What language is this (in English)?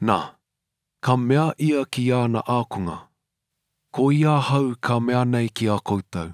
Māori